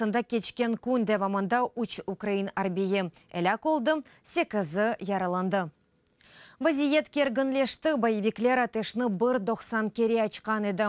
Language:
Crimean Tatar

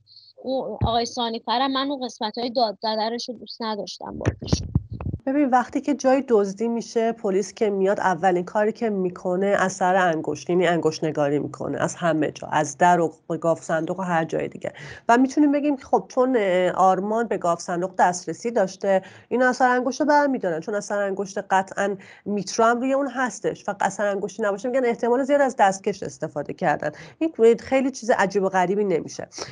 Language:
Persian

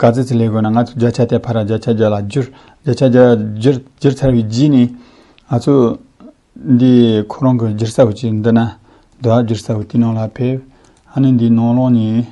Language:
Tibetan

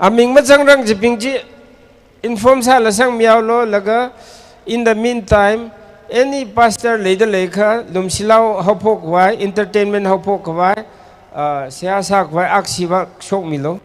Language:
Tangkhul Naga (India)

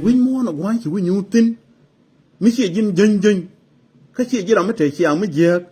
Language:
Nuer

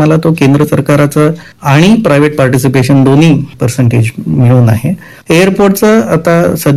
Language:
Marathi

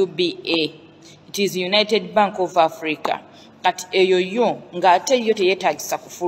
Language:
Ganda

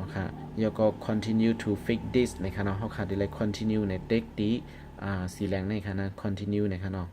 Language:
Shan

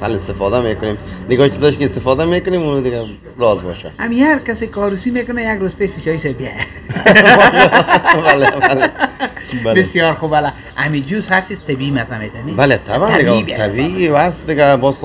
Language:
Persian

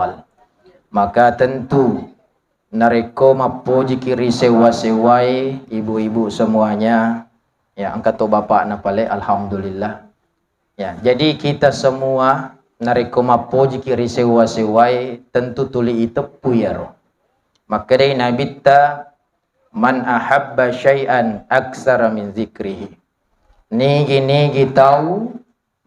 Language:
Buginese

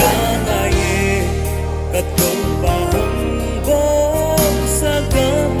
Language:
Paite Chin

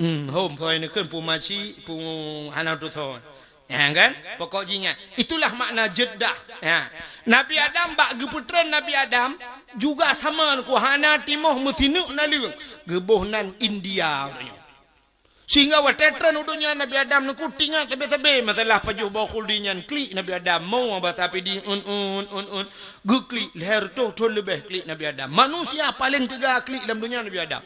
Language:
Achinese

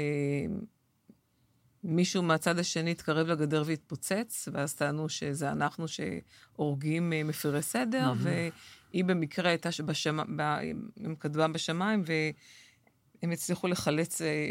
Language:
Hebrew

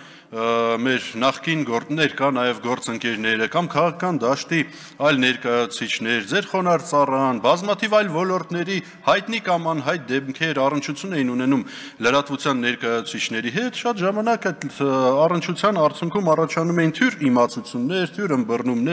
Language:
Armenian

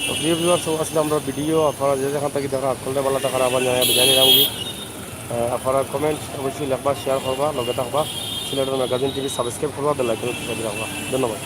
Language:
Sylheti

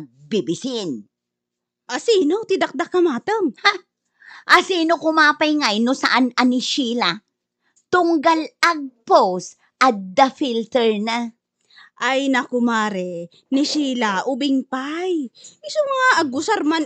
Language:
Iloko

